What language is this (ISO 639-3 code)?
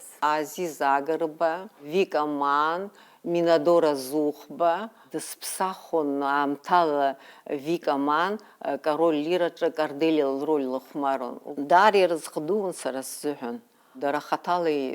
abk